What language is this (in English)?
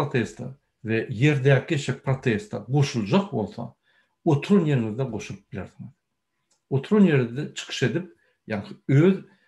Turkmen